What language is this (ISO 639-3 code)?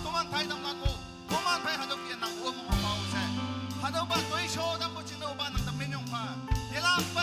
nag